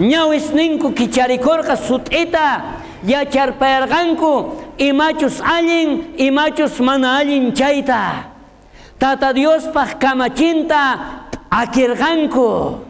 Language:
South Bolivian Quechua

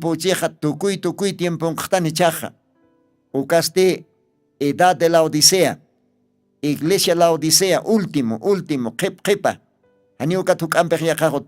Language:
Aymara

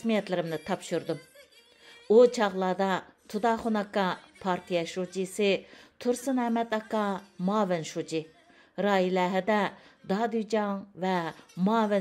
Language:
Uyghur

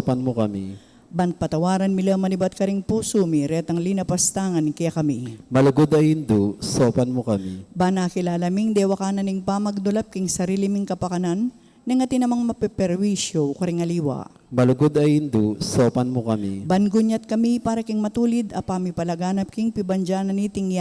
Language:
Pampanga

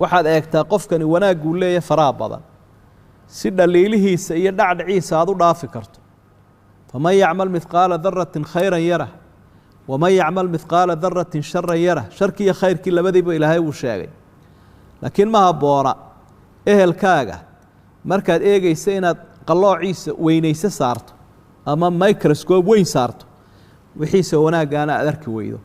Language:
Somali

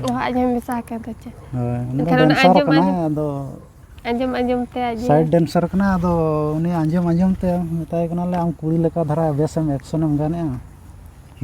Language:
Santali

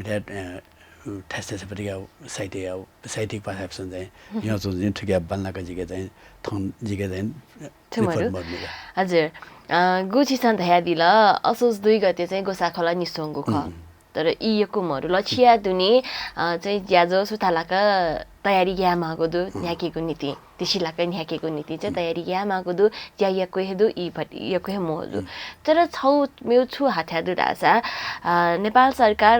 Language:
Newari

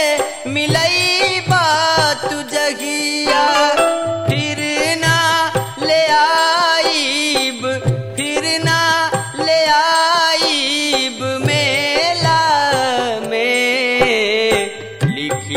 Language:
Bhojpuri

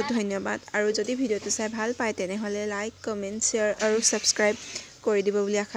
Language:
Assamese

